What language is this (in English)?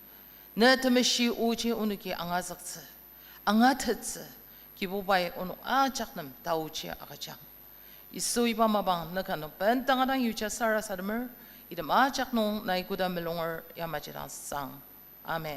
Ao Naga